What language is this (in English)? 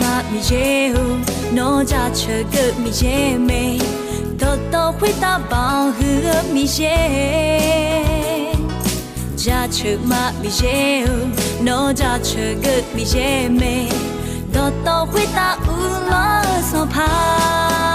Akha